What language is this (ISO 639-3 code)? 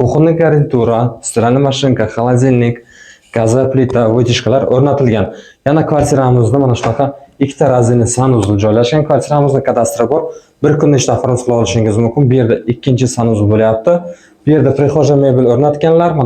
uzb